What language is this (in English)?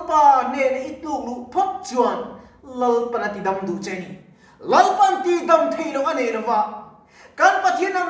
Mizo